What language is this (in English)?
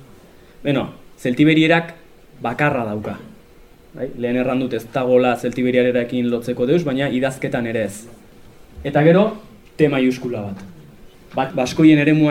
Basque